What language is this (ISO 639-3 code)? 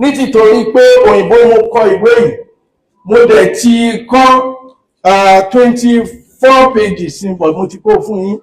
yor